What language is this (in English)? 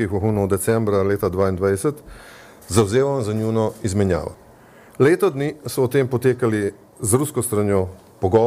Slovenian